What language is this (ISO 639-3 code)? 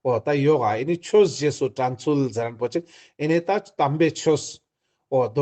lbj